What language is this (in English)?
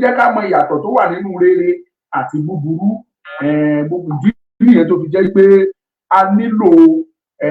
Yoruba